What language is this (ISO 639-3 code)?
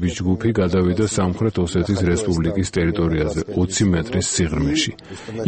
kat